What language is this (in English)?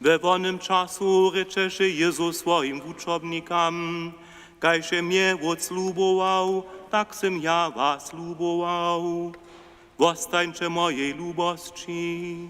Upper Sorbian